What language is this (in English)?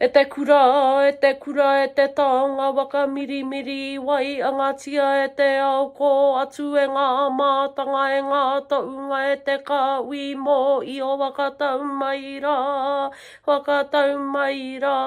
Māori